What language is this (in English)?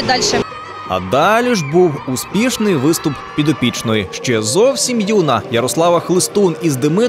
Ukrainian